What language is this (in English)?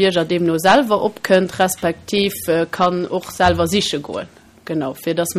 Luxembourgish